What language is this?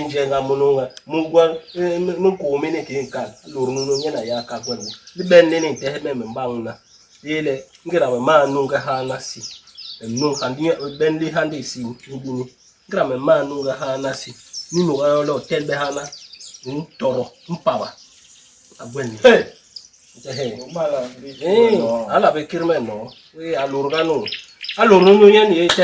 Basaa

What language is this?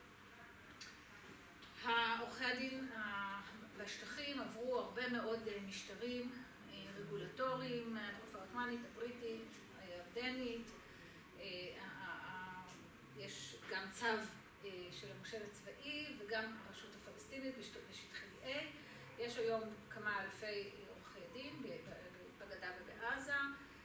Hebrew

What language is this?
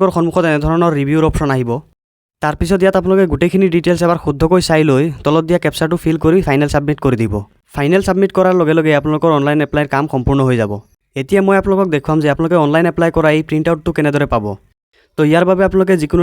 Assamese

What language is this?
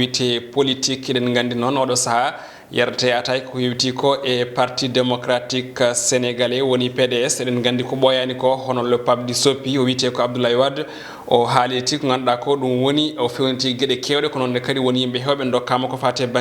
Fula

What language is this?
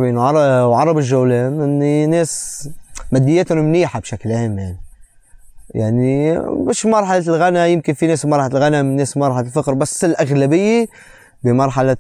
North Levantine Arabic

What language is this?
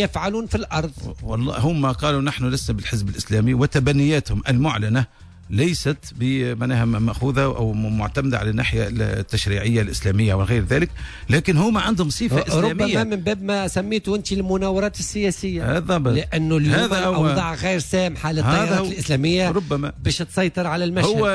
Tunisian Arabic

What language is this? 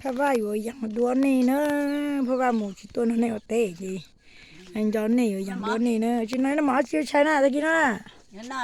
Hmong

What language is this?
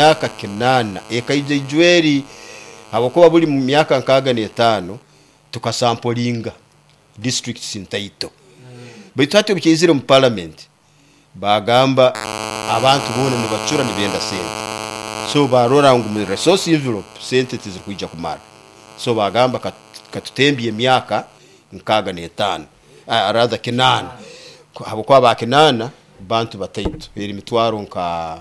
Nyoro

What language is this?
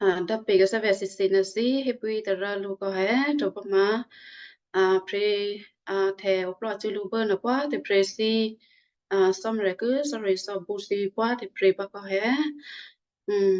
Western Kayah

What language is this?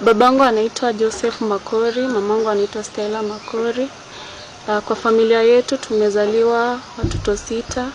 Gusii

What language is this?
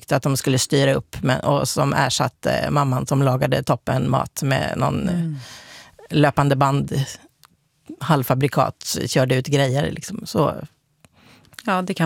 Swedish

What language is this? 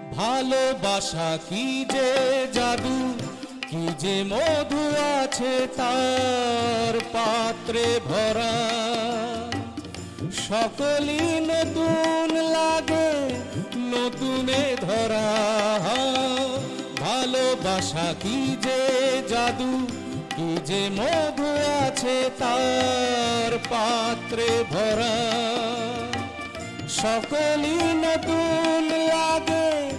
Bangla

